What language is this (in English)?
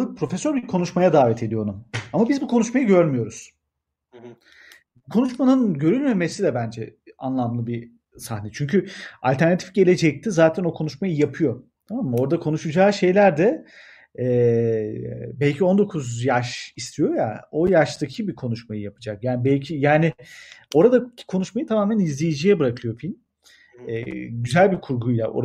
Turkish